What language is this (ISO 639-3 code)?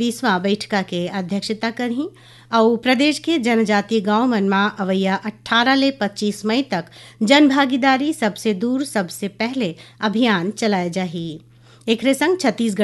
hne